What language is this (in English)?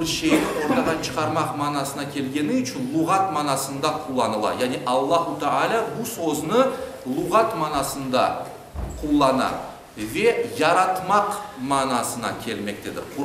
Crimean Tatar